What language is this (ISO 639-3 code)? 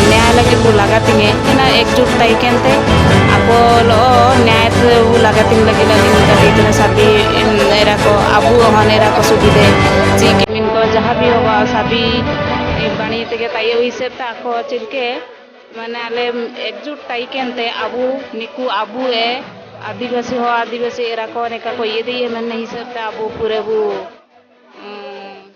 sat